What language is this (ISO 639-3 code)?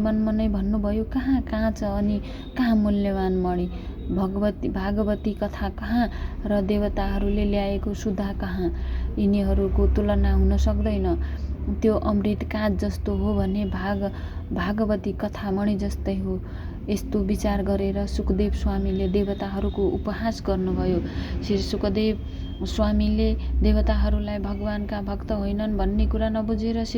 nep